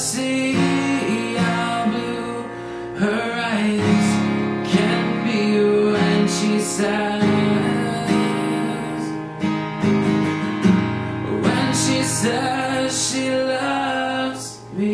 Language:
English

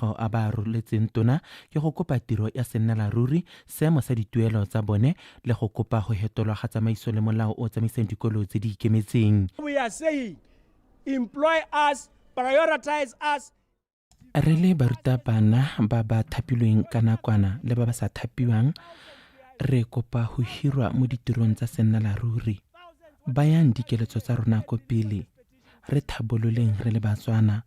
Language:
Tswana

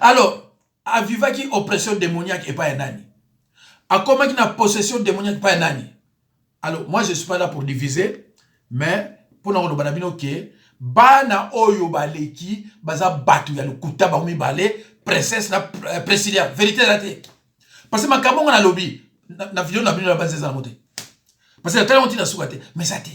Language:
Lingala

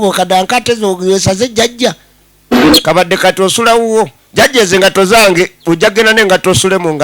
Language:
Ganda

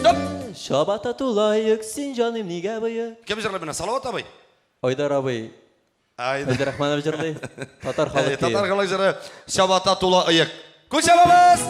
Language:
Tatar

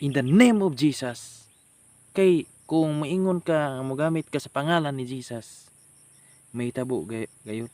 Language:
Cebuano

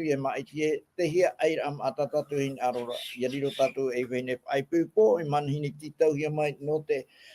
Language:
Tahitian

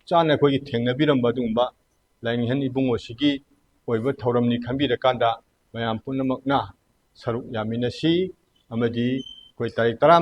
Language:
Manipuri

